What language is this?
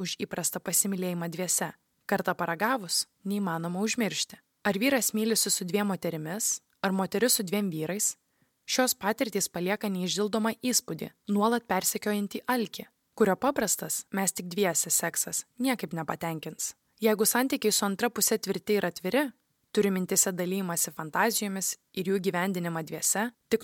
Lithuanian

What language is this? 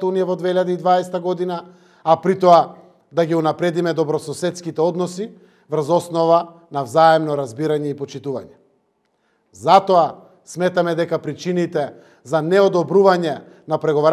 Macedonian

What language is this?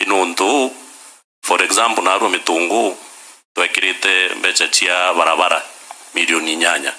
Meru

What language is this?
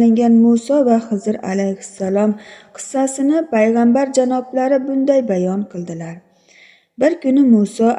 Uzbek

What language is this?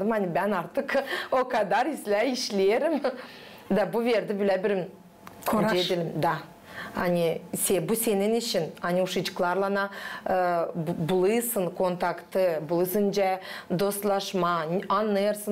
Gagauz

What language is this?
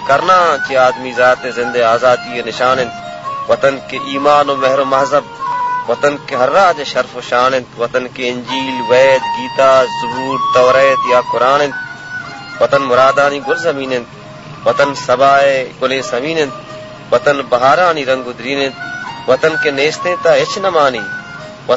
Baluchi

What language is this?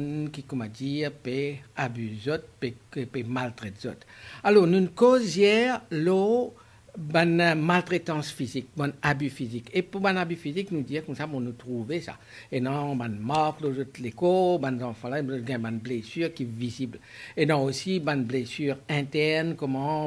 Morisyen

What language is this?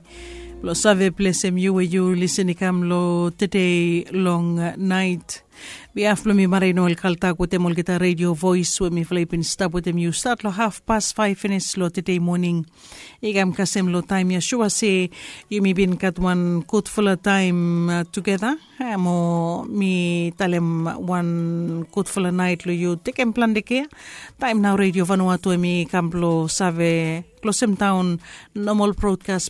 Bislama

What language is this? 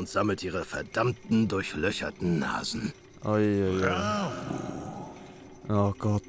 Swiss German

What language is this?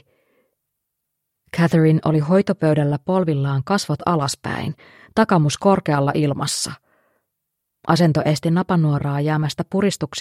Finnish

